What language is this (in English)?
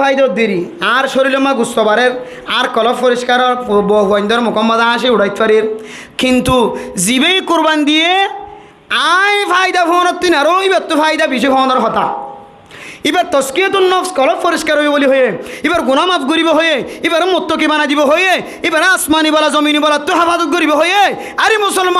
Rohingya